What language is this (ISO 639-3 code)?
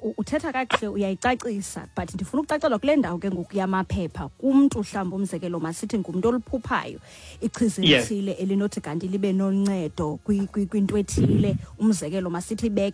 xho